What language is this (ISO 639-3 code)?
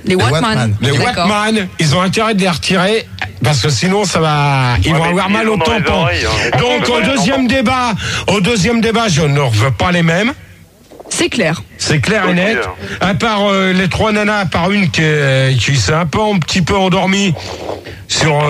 fra